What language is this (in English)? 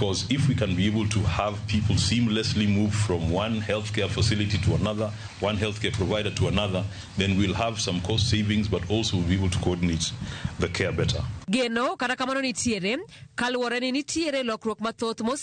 Luo (Kenya and Tanzania)